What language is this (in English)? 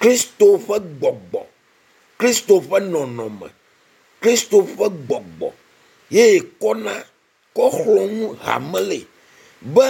Ewe